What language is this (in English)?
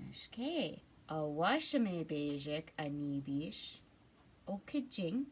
Ojibwa